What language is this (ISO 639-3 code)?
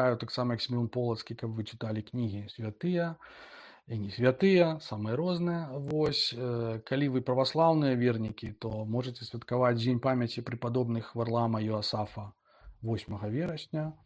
bel